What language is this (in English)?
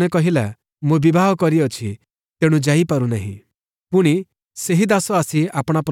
Odia